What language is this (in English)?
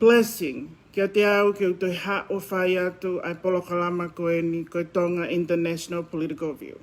Tongan